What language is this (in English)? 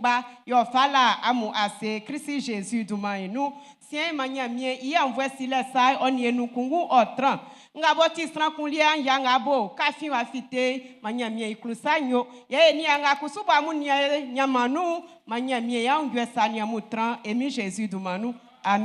Baoulé